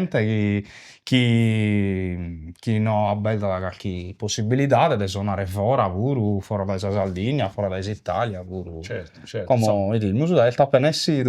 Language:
Sardinian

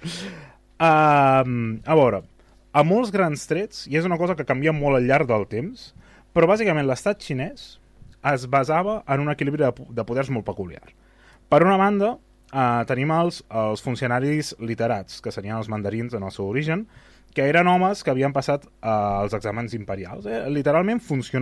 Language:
Catalan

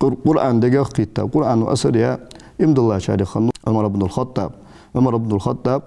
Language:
Ingush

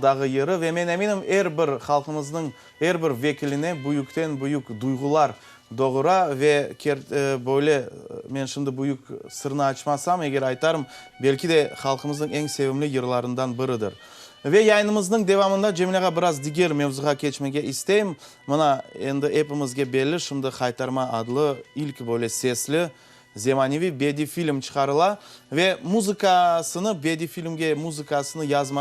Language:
Crimean Tatar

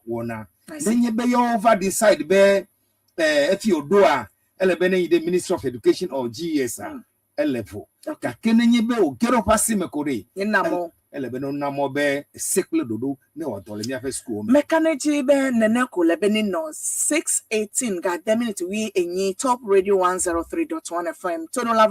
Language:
Ewe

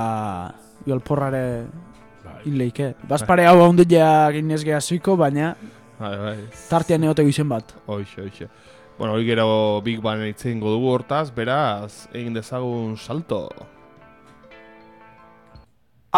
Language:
Basque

